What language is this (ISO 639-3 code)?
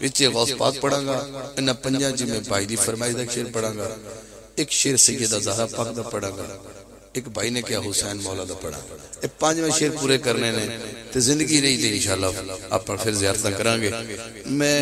lah